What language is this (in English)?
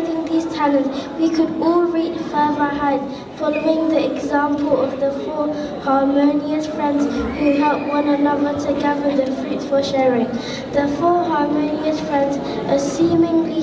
Tibetan